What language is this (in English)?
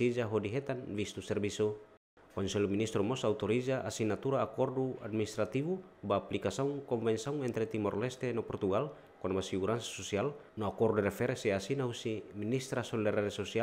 Tetum